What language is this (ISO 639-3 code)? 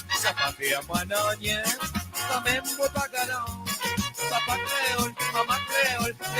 mfe